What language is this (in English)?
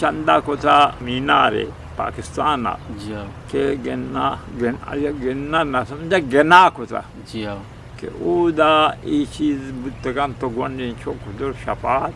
Eastern Balochi